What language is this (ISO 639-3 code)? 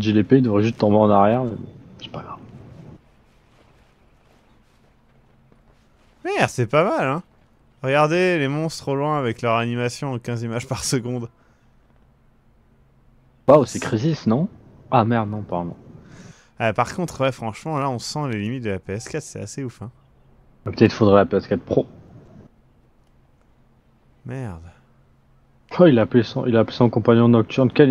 fra